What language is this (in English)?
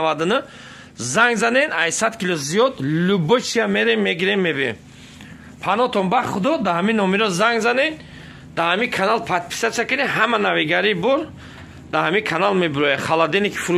Tajik